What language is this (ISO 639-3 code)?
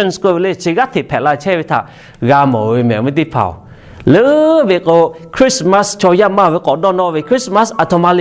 lhu